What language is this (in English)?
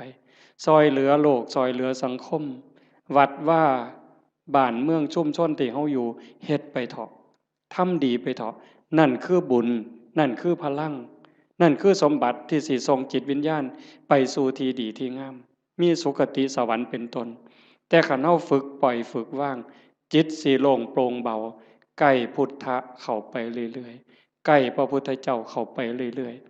Northeastern Thai